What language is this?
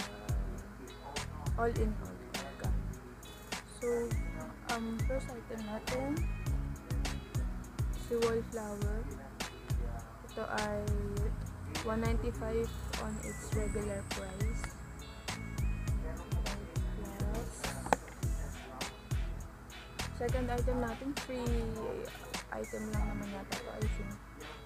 Filipino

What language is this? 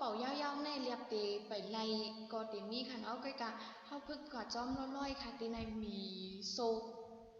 Shan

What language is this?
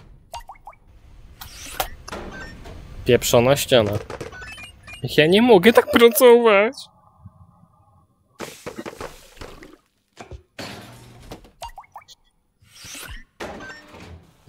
Polish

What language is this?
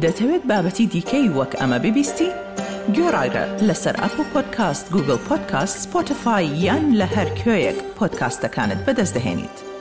Central Kurdish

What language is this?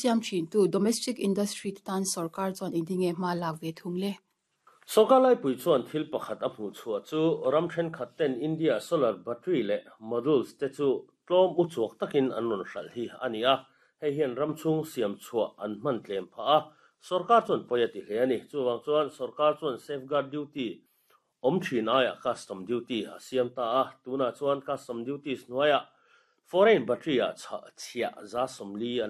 Mizo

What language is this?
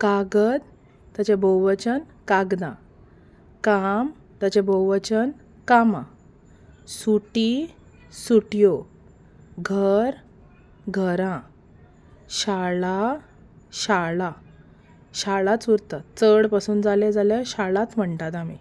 Konkani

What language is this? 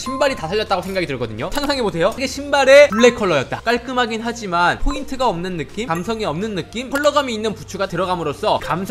Korean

